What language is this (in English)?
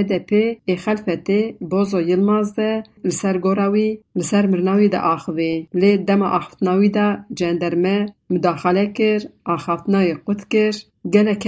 Kurdish